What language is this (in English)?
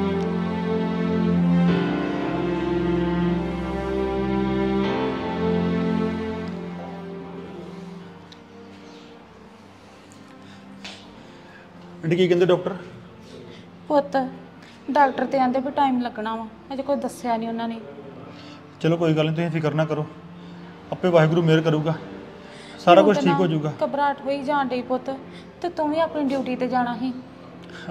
Punjabi